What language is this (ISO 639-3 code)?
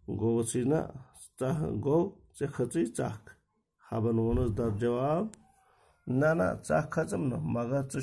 kas